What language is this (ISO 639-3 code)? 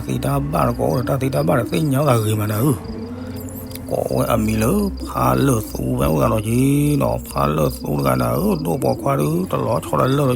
ksw